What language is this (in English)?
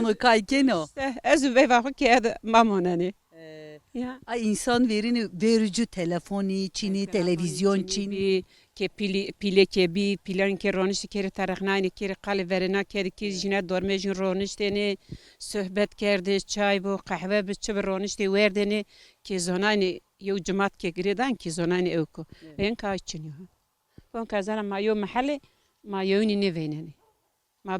Kurdish